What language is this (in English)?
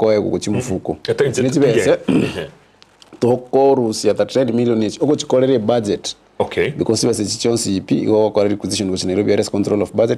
Gusii